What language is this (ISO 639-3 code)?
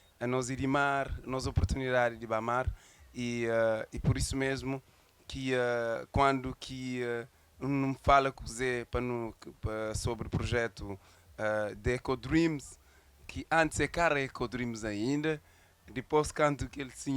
kea